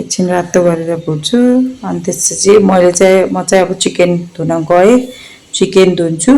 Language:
Nepali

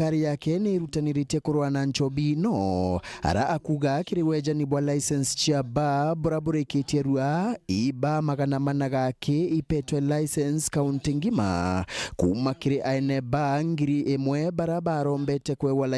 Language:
Meru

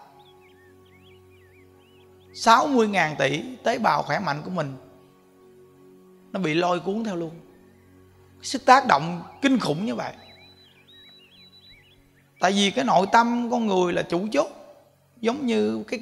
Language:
Vietnamese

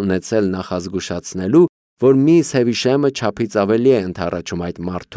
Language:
Armenian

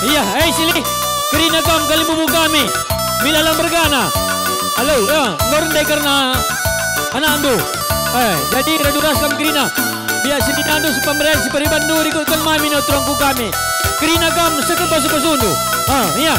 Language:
Batak Karo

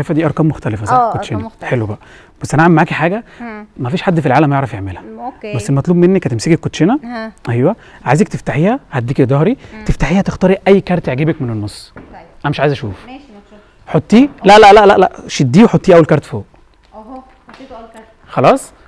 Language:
Egyptian Arabic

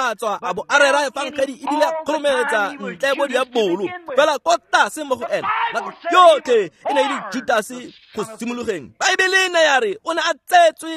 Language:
Tswana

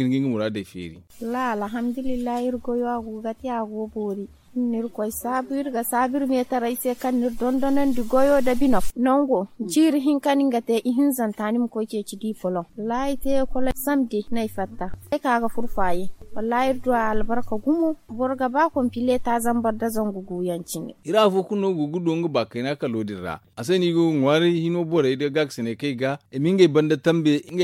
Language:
Zarma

